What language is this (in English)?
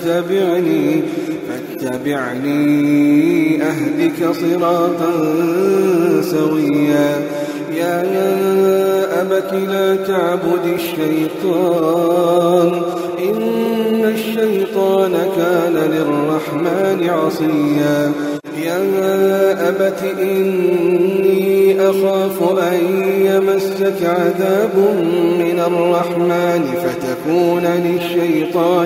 Arabic